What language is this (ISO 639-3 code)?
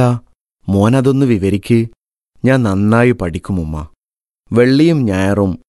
mal